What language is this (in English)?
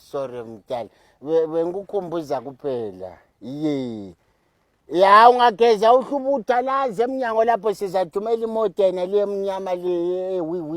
Zulu